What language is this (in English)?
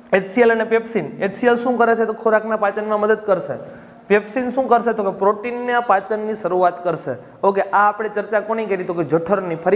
Gujarati